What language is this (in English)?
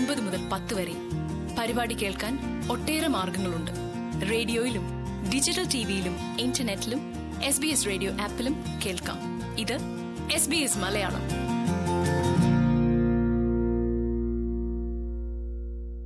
Malayalam